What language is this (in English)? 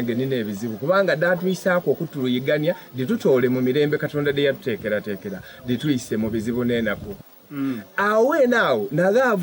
Soga